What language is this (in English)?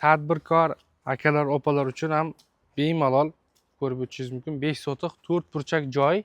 Uzbek